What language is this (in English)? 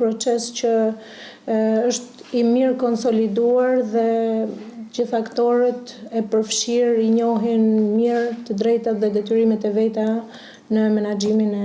Albanian